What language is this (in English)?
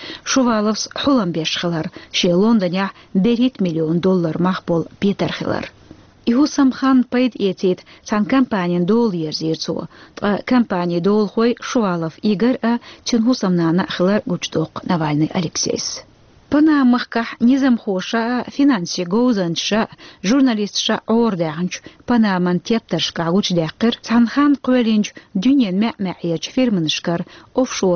Chechen